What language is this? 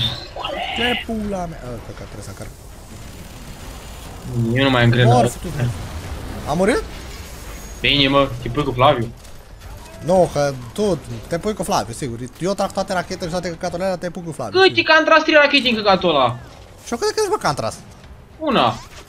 Romanian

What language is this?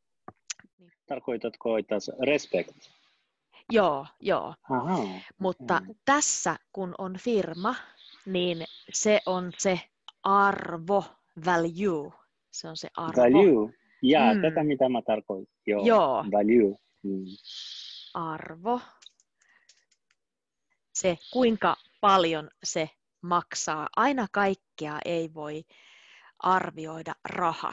Finnish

